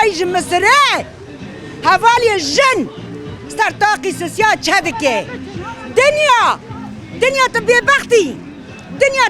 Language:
Kurdish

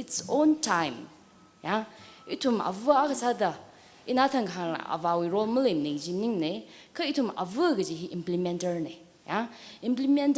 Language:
Tangkhul Naga (India)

